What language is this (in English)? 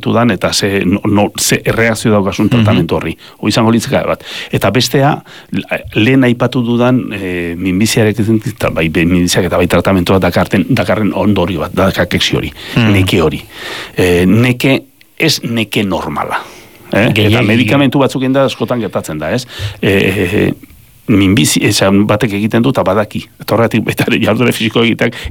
Basque